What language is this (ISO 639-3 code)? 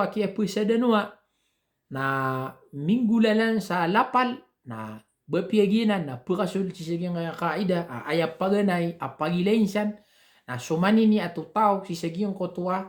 mrw